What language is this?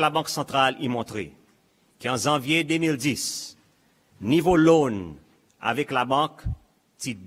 Seselwa Creole French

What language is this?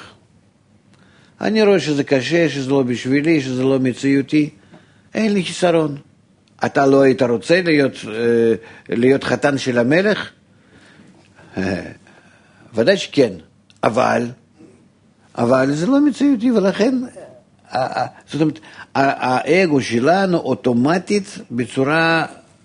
Hebrew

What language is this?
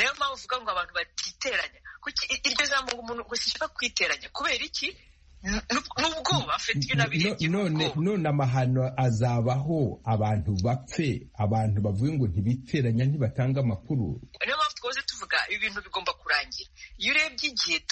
Kinyarwanda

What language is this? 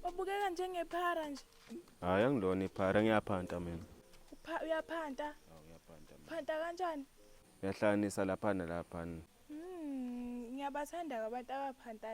Zulu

